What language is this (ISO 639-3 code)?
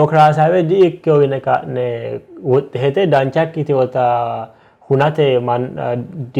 sid